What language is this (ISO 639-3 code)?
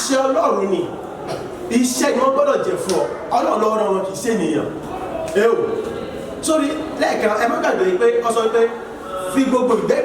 yor